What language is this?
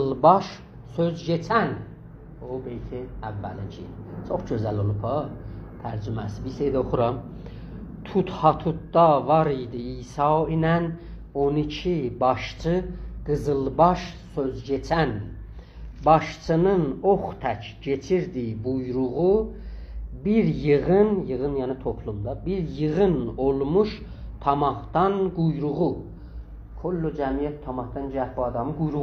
South Azerbaijani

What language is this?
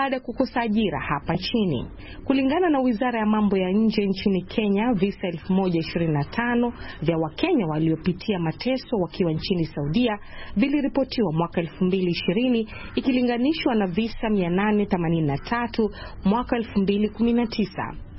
Swahili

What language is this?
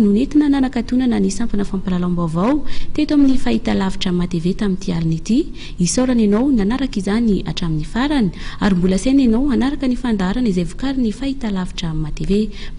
Malagasy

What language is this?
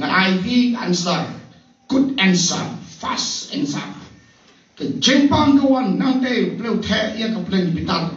Khasi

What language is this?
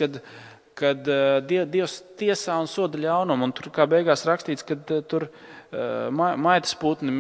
Latvian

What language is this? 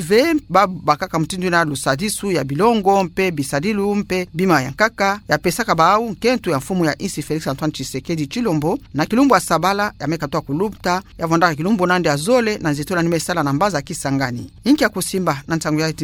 Kituba (Democratic Republic of Congo)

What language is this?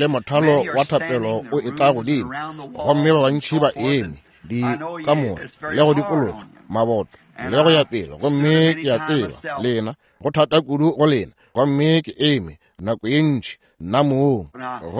Northern Sotho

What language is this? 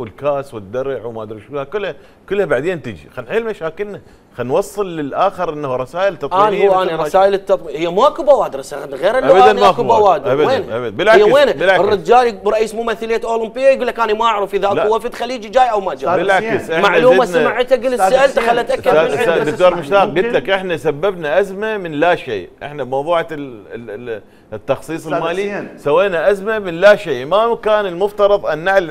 Mesopotamian Arabic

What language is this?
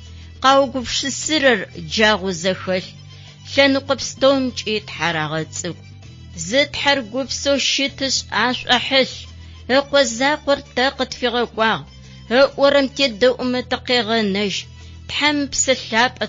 Adyghe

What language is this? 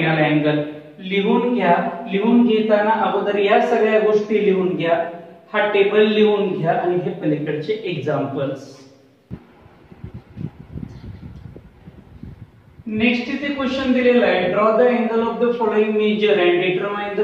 Marathi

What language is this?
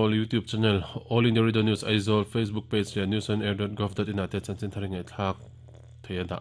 Mizo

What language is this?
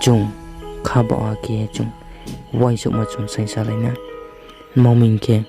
Riang (India)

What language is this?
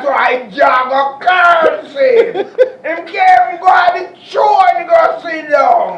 Jamaican Creole English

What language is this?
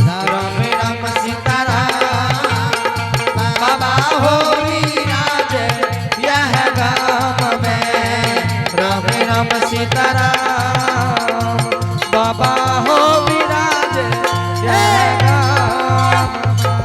Angika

